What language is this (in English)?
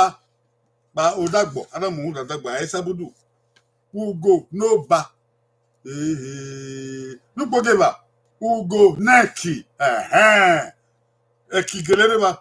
Bini